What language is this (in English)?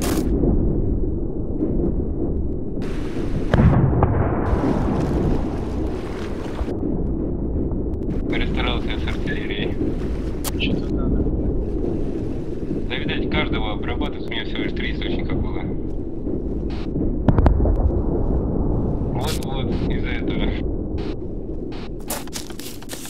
Russian